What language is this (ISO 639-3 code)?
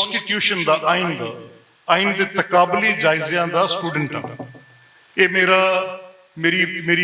lah